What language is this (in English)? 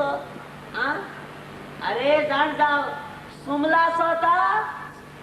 Konkani